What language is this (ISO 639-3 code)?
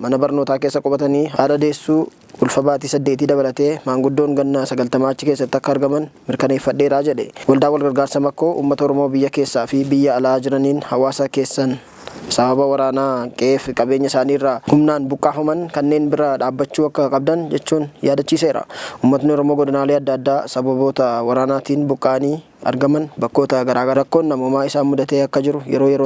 orm